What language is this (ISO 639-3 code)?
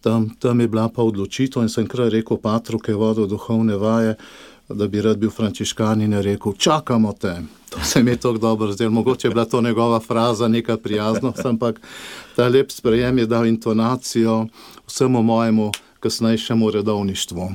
slv